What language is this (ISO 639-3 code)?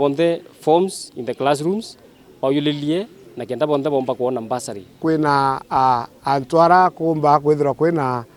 mer